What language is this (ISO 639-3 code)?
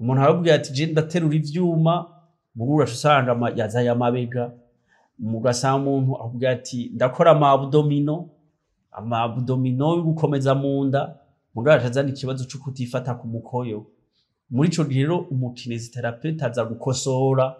run